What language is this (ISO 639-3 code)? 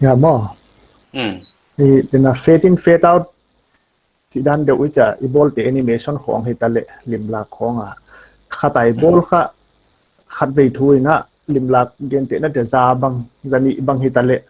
pck